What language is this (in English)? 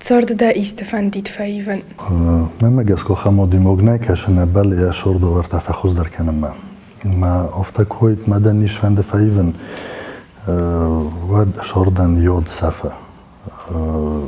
Ossetic